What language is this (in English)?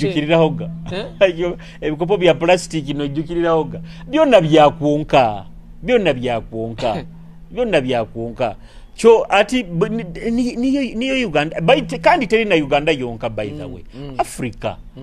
Nyoro